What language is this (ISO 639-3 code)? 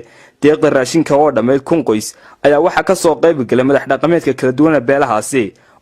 som